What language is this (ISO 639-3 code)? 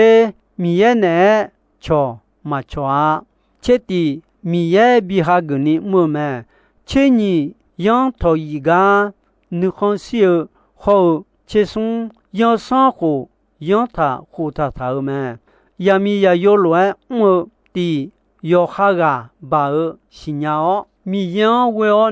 ahk